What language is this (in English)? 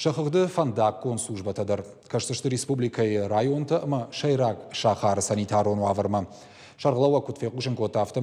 Ossetic